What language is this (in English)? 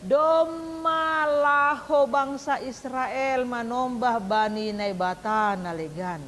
Batak Simalungun